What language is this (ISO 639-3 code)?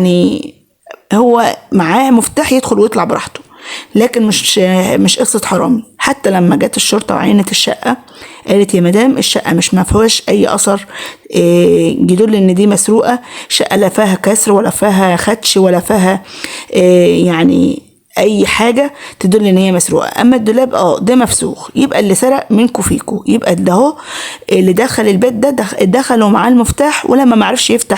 arz